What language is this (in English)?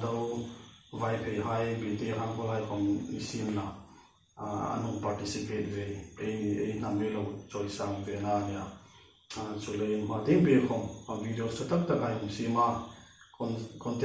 Hmar